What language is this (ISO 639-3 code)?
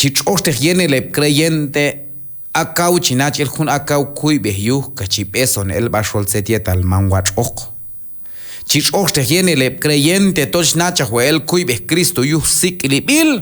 kjb